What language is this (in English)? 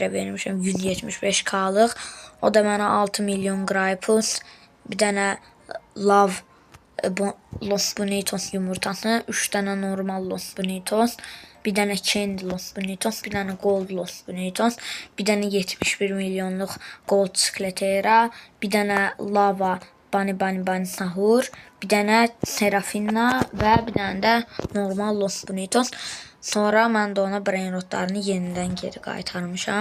Azerbaijani